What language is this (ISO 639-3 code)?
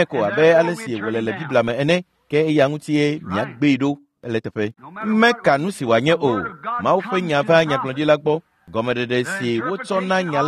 ewe